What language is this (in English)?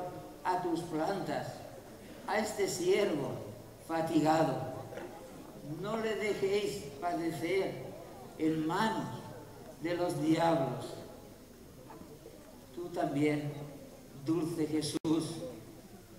Spanish